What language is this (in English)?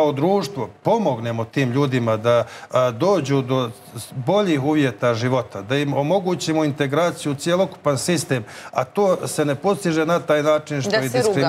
Serbian